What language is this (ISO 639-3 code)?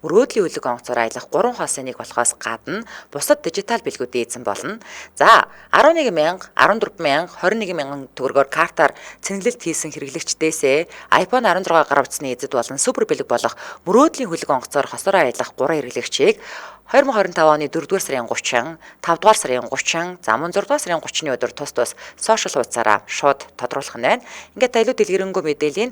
mon